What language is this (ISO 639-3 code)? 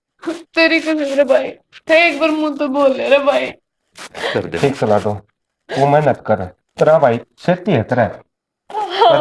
bgc